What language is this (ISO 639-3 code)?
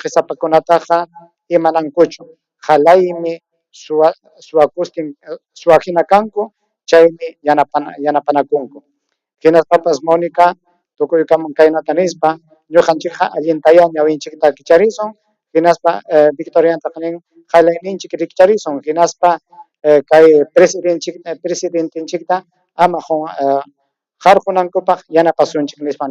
quy